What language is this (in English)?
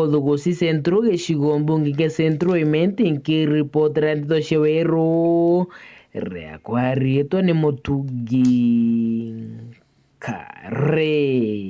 Meru